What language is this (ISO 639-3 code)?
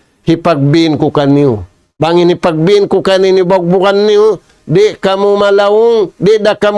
tsg